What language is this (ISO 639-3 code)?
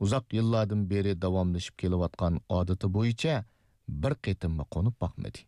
uig